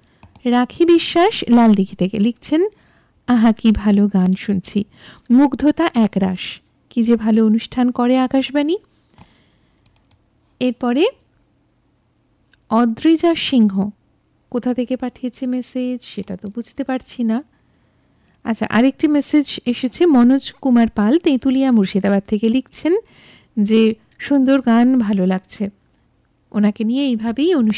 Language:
Bangla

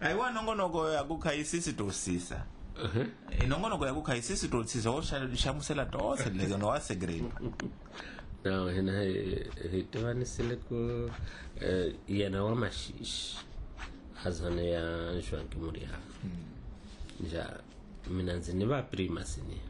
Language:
Tsonga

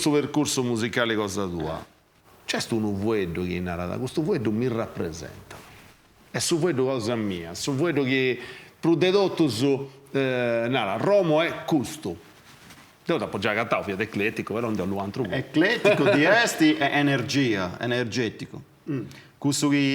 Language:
Sardinian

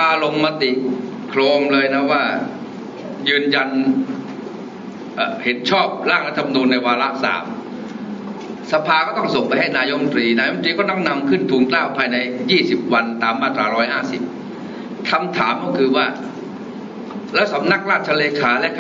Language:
Thai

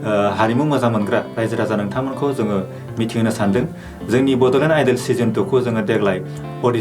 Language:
Bodo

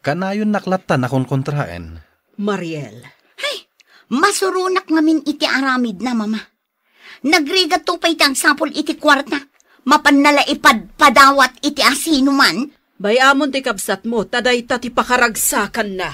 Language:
Iloko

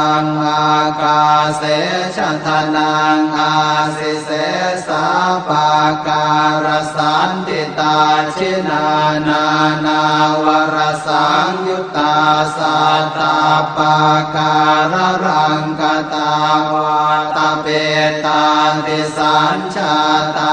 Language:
Pali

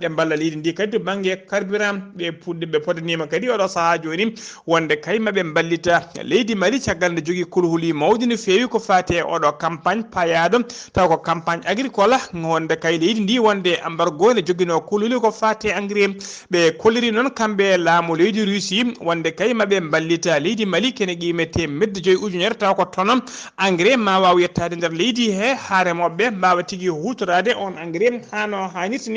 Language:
Fula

